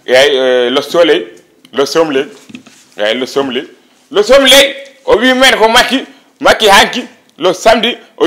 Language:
Fula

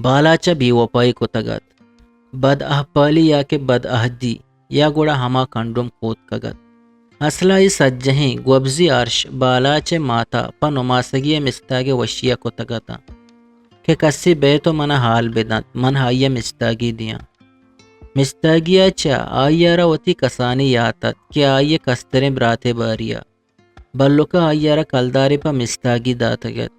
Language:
Eastern Balochi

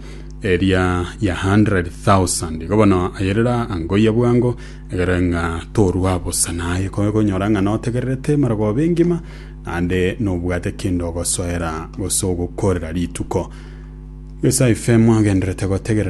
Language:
Gusii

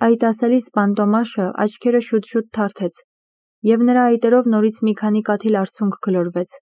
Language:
Armenian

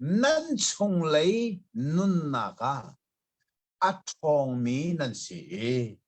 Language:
Hakha Chin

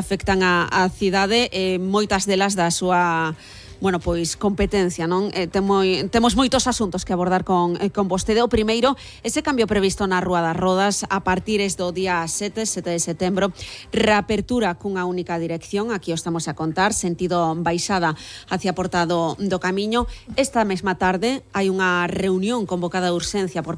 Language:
Galician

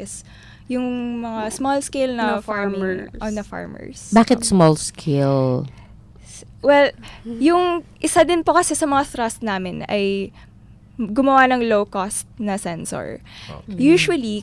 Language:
Filipino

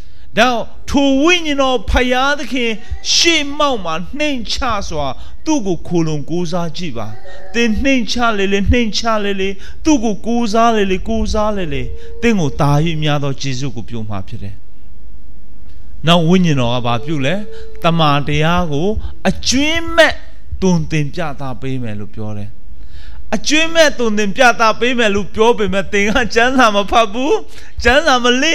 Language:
Burmese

